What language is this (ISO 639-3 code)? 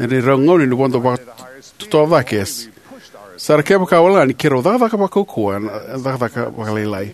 fij